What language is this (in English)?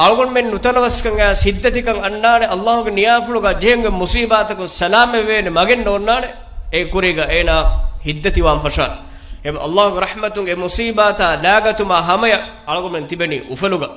Divehi